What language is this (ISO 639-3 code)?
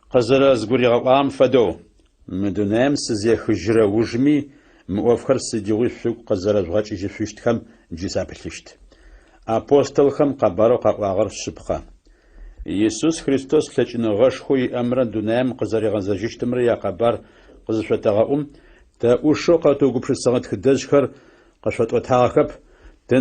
ady